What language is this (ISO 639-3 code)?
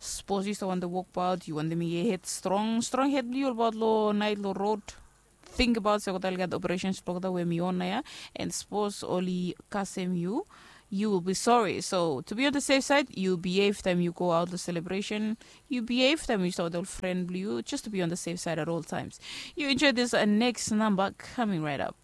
bis